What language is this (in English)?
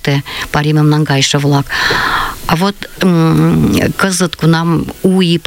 Mari